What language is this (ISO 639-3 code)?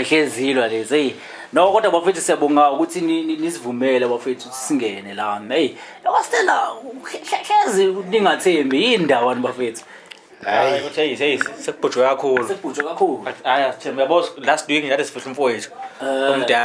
zul